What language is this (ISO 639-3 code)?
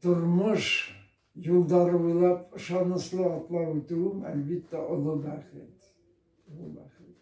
bak